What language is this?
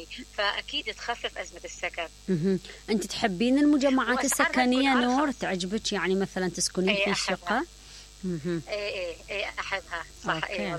Mesopotamian Arabic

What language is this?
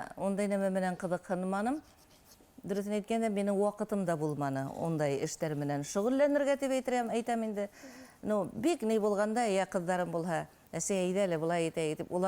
Bashkir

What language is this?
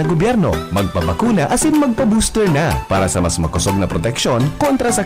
Bikol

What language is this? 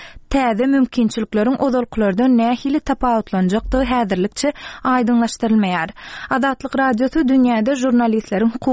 Turkmen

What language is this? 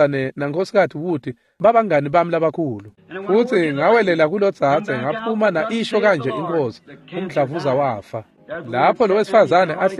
Swati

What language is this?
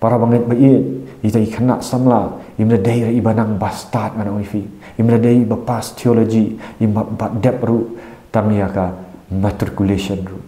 Khasi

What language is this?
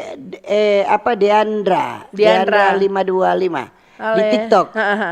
Manado Malay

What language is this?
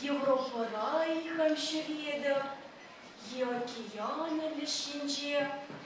Chuvash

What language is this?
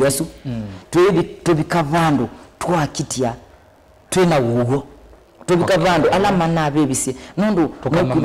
Kamba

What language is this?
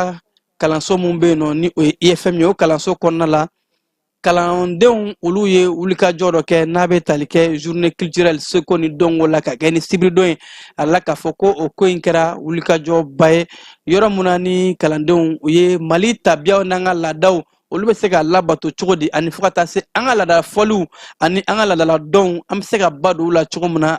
Bambara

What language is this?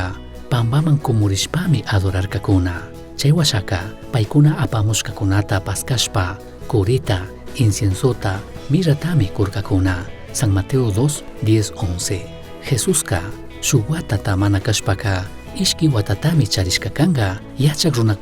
Chimborazo Highland Quichua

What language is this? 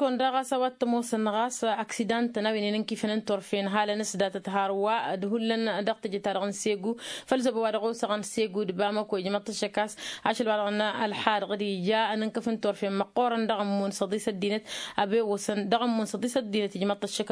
Tamasheq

